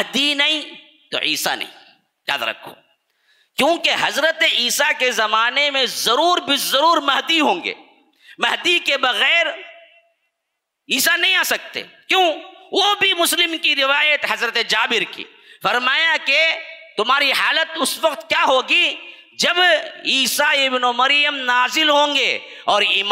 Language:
Urdu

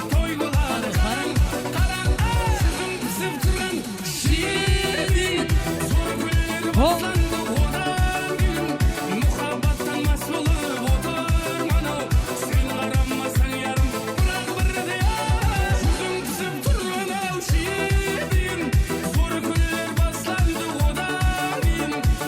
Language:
Kara-Kalpak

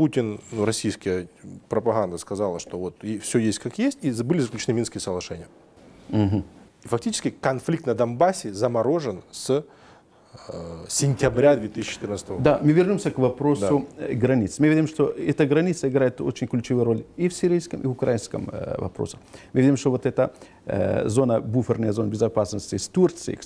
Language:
Russian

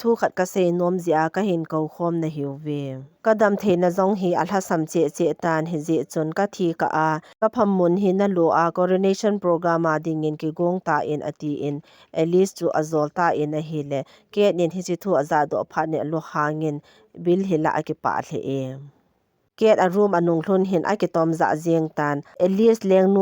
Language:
Thado Chin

